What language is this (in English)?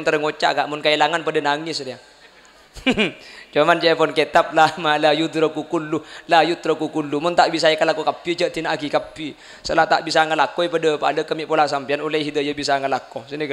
Madurese